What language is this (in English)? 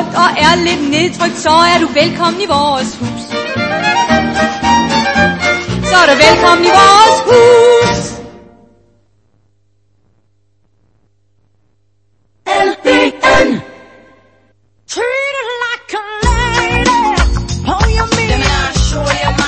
Danish